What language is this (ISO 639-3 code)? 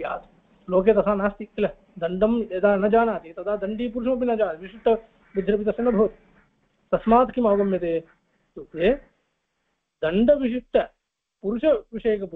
san